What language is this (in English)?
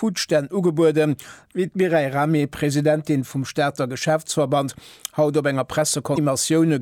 Luxembourgish